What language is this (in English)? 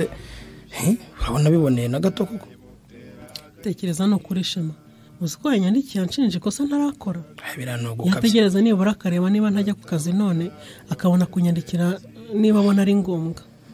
Kinyarwanda